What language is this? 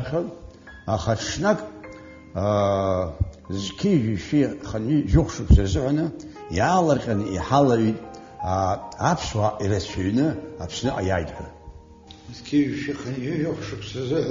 Abkhazian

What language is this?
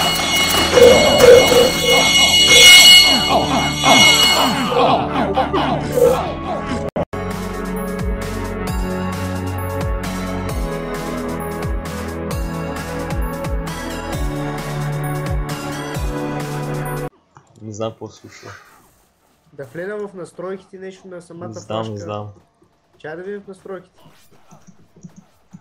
Bulgarian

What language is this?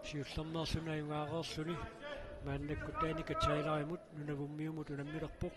Kalaallisut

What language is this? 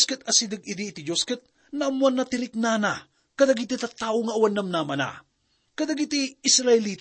Iloko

